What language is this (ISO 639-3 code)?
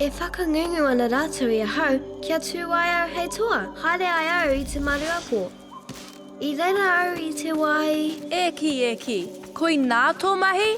mri